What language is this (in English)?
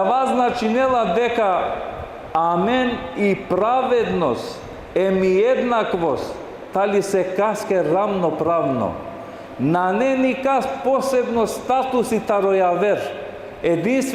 Balkan Romani